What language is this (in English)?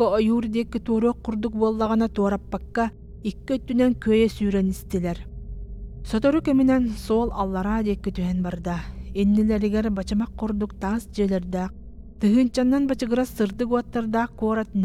Yakut